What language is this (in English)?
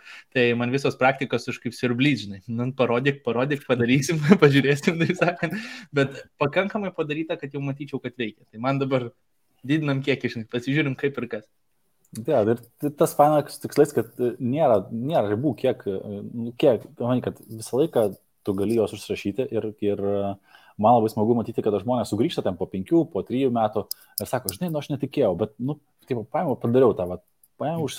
Lithuanian